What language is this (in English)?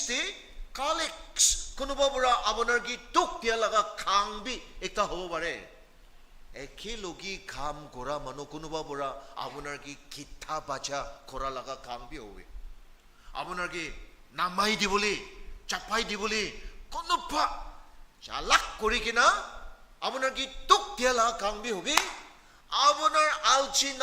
Naga Pidgin